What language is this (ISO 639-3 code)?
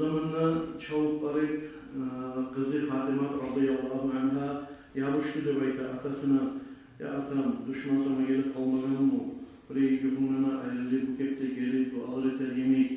kum